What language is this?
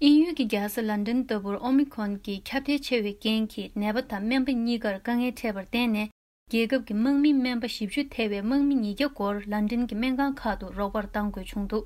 Tibetan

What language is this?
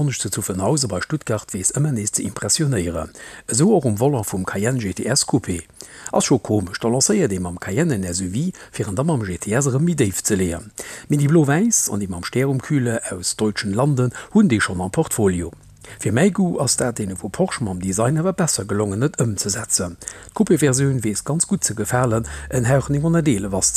Luxembourgish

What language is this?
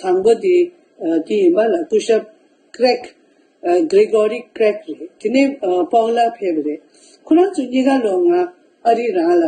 Tibetan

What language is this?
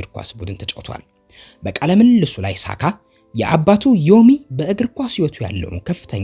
Amharic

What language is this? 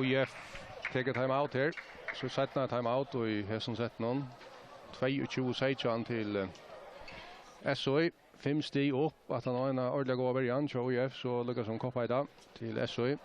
Faroese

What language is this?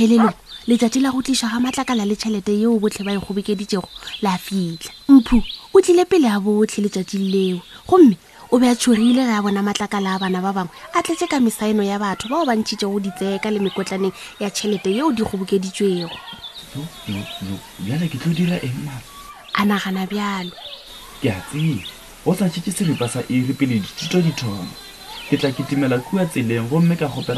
Northern Sotho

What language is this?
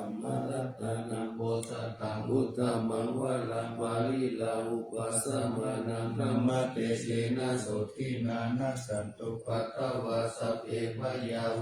Pali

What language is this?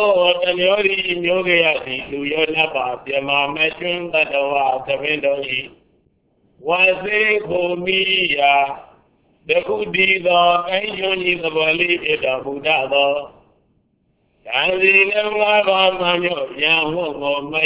Burmese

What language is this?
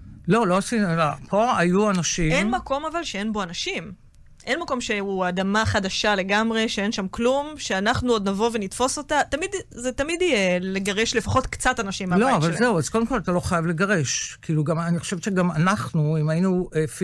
Hebrew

